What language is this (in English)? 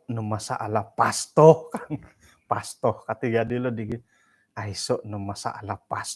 Central Dusun